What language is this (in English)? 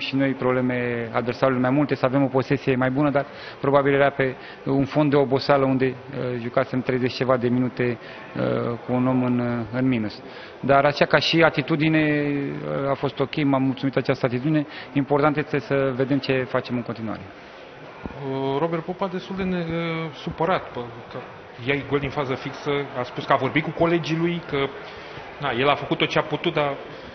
Romanian